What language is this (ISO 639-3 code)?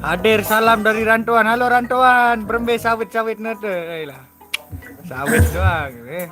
sas